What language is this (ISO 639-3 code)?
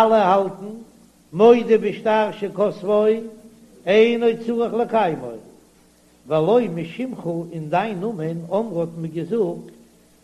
yid